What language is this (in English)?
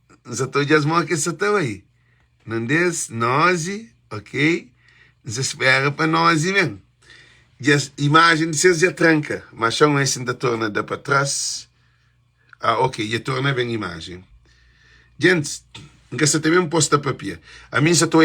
Kabuverdianu